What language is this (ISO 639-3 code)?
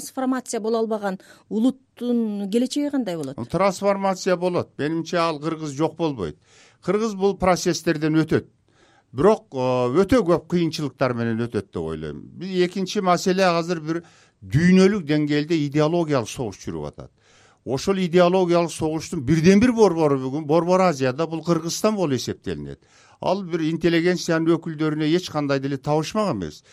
kir